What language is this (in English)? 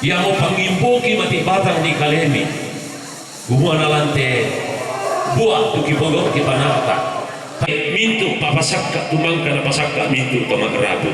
Toraja-Sa'dan